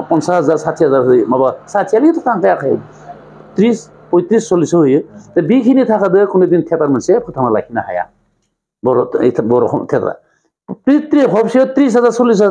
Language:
Bodo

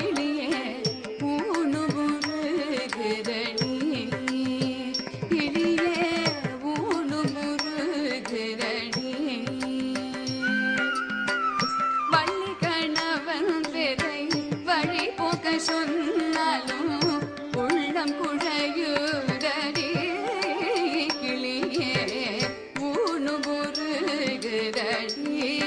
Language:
Tamil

